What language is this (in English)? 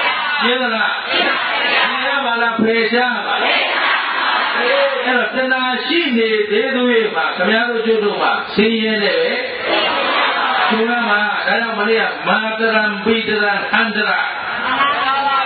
Burmese